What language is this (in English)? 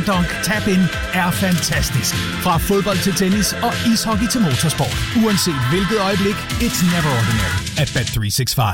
Danish